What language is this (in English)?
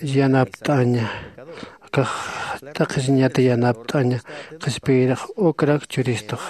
Aymara